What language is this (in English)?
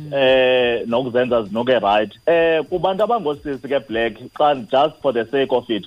Xhosa